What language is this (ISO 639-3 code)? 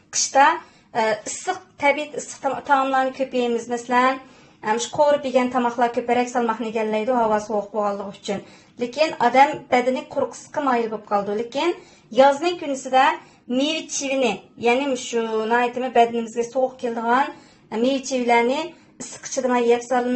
uig